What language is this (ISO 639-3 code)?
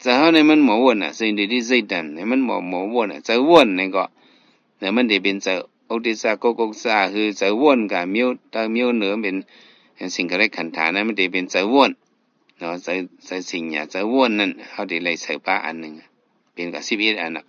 shn